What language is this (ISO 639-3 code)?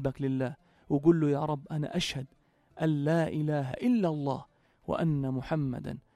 apc